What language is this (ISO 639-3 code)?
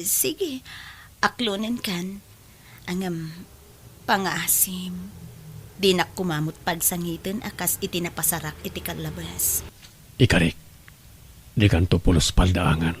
ilo